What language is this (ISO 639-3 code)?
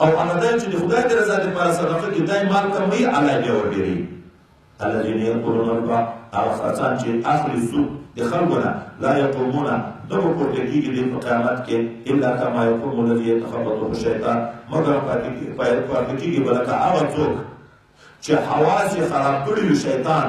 pus